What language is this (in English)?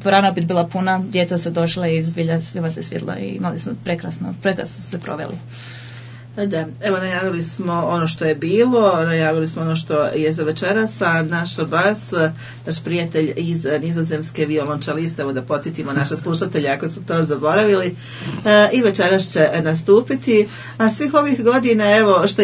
Croatian